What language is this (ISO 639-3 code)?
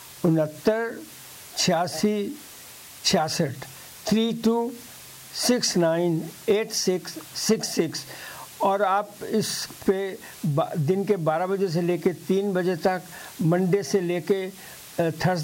urd